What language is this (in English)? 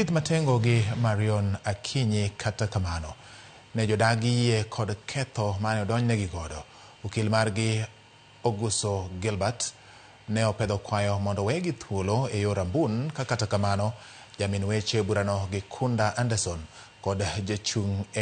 Luo (Kenya and Tanzania)